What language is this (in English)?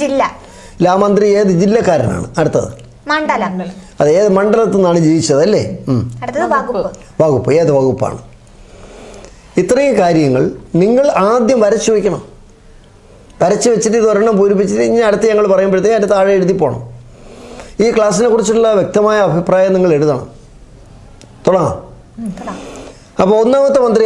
Malayalam